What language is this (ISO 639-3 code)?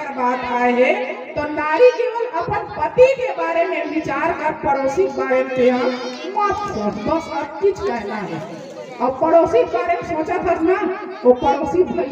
hne